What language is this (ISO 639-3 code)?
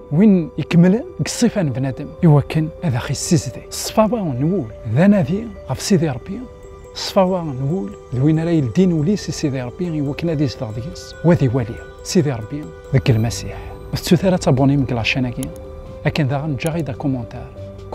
kab